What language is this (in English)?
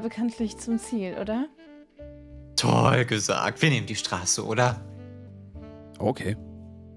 German